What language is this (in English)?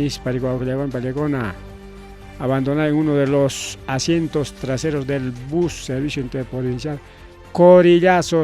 Ayacucho Quechua